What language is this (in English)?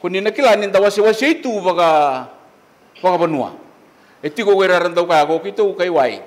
Fijian